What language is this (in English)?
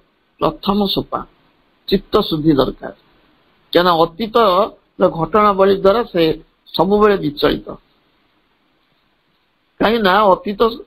Odia